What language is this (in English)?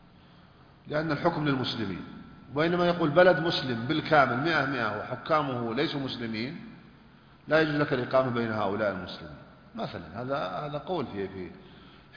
Arabic